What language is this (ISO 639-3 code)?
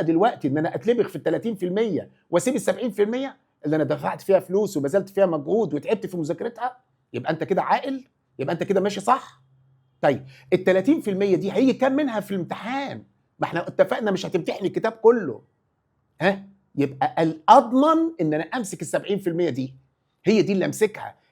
arz